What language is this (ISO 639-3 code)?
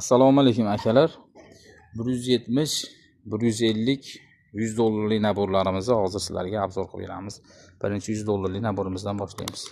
uzb